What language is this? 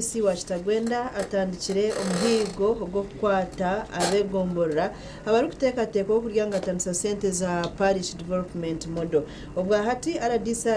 Nyankole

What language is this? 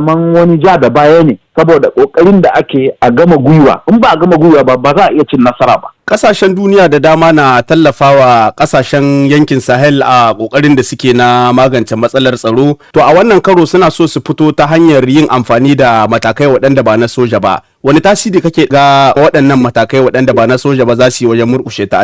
Hausa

